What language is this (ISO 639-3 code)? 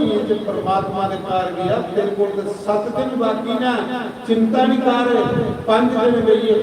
doi